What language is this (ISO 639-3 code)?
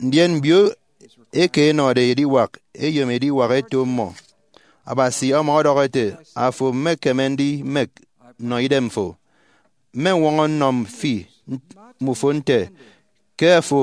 efi